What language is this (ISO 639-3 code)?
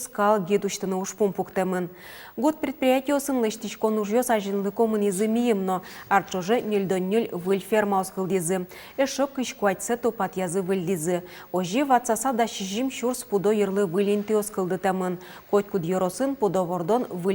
udm